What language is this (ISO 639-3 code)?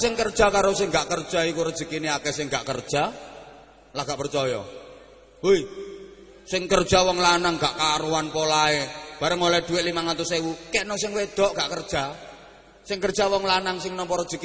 jav